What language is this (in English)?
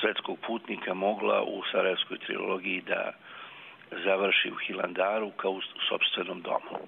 Serbian